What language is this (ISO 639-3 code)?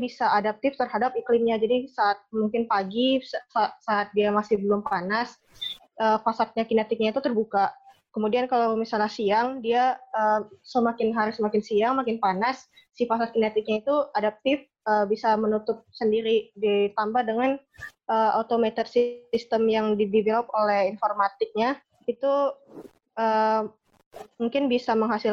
ind